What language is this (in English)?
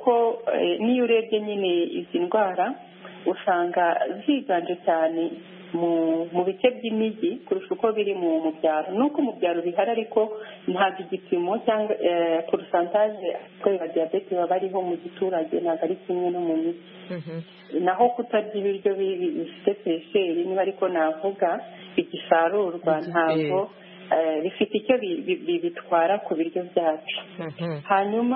Kinyarwanda